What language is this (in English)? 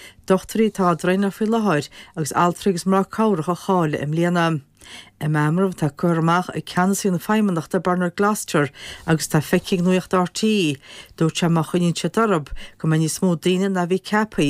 Irish